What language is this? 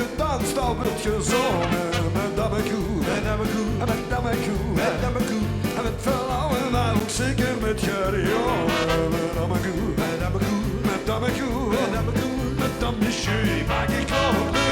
Limburgish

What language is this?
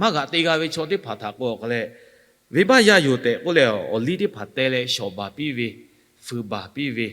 Lahu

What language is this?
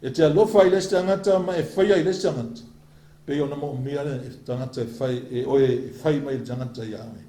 Samoan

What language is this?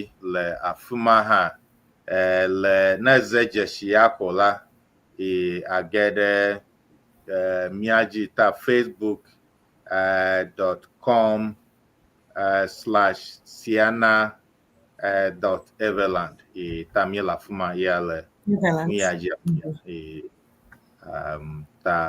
Ewe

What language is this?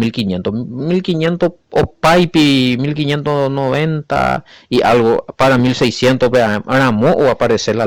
Guarani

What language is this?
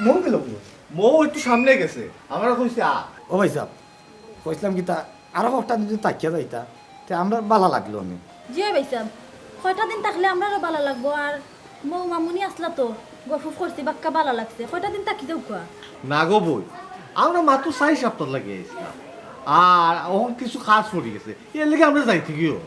Sylheti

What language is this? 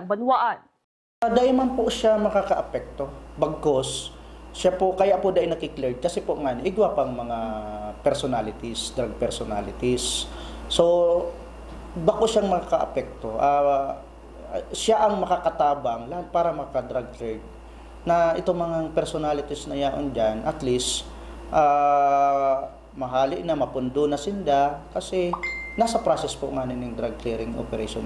Bikol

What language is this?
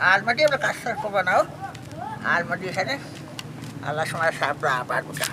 Baluchi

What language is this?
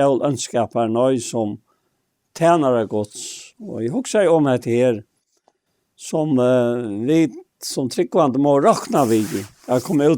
Faroese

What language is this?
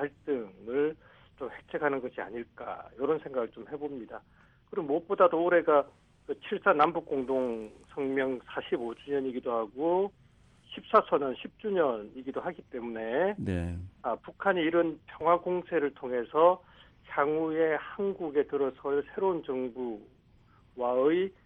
Korean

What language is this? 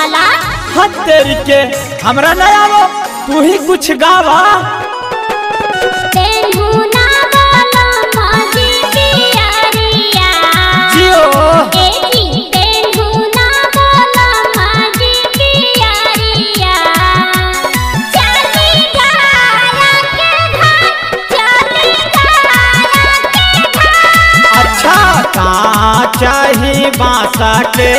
Bhojpuri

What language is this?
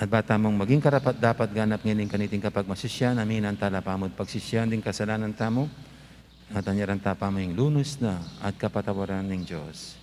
Pampanga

